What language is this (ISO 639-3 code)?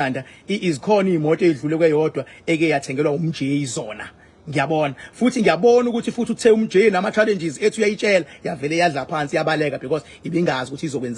zul